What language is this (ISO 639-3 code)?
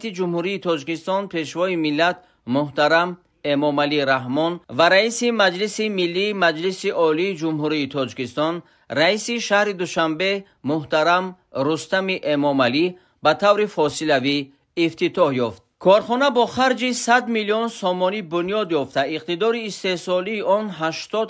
tgk